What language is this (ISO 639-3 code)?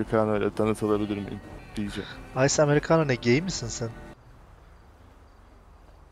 tur